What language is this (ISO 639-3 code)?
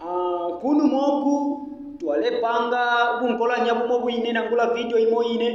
bem